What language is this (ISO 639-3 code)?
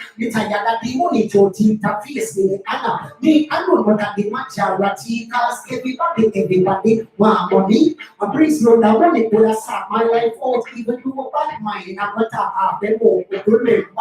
jam